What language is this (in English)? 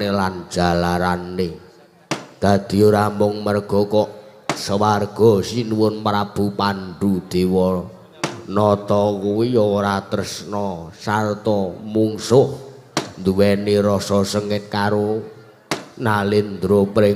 Javanese